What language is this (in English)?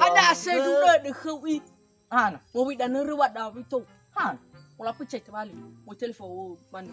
Nias